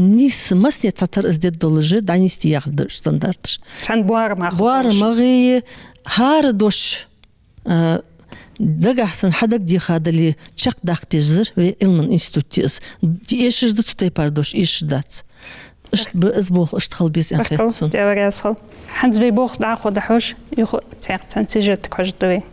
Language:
Ingush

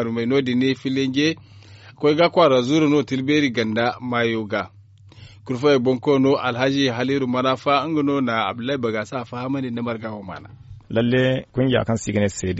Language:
Zarma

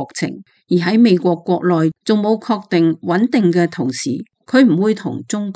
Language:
Cantonese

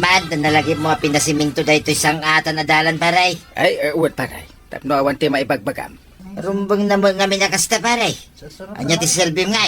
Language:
Iloko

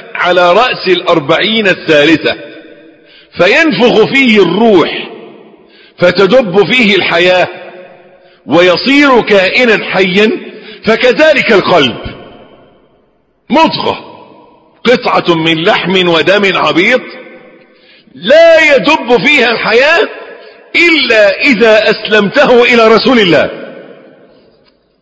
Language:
Arabic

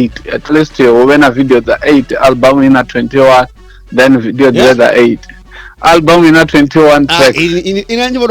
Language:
Venda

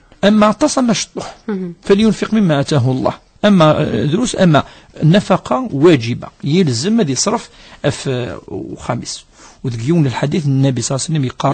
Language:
Kabyle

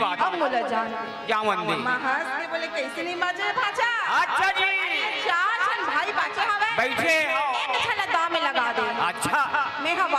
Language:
Chhattisgarhi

